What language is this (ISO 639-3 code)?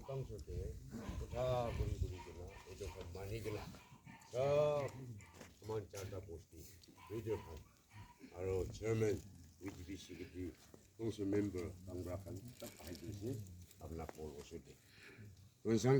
nag